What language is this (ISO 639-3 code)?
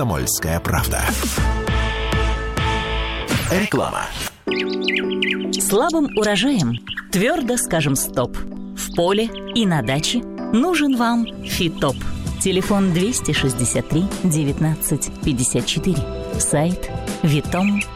rus